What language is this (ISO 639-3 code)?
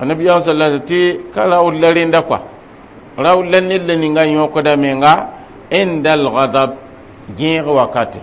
mos